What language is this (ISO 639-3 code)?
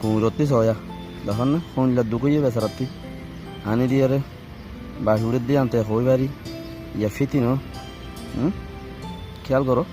rhg